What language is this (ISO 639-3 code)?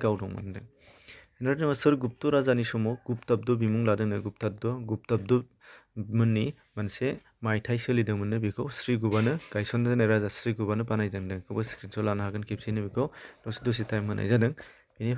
brx